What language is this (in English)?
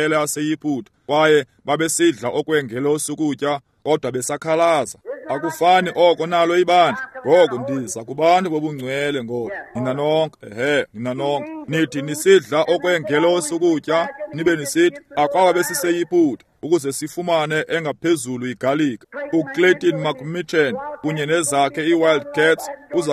Xhosa